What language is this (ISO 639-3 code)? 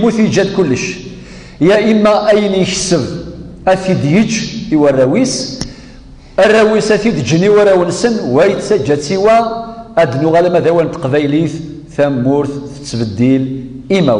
kab